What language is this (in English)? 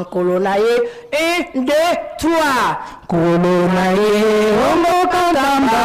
Lingala